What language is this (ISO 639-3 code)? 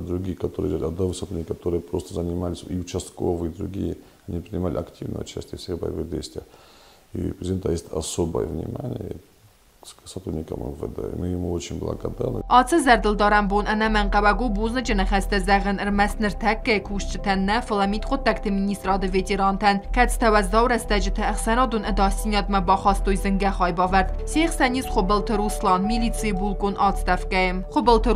oss